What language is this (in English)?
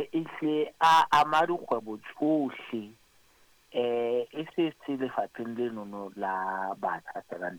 Southern Sotho